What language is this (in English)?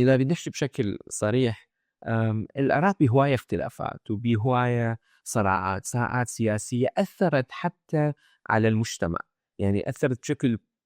Mesopotamian Arabic